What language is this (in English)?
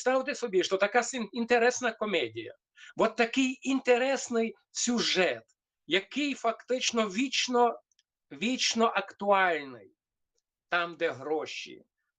Rusyn